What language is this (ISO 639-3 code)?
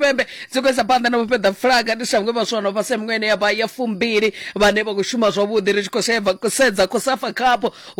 ven